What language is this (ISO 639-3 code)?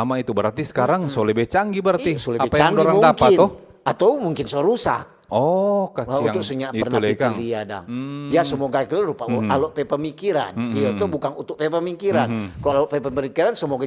xmm